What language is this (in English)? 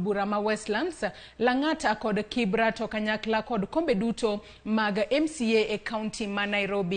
Luo (Kenya and Tanzania)